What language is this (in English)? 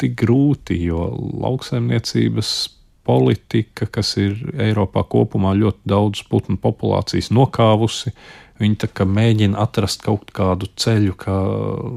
Latvian